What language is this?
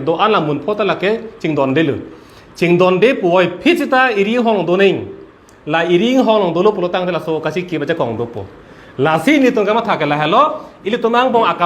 Karbi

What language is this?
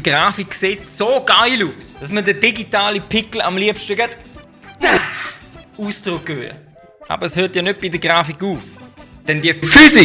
Swiss German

